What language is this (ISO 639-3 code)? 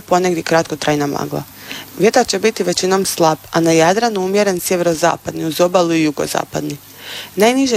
hrv